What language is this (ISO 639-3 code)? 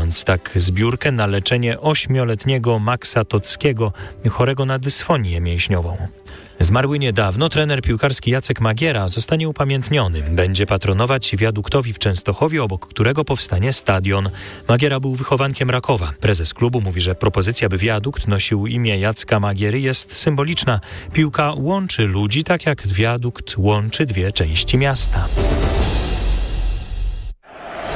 pol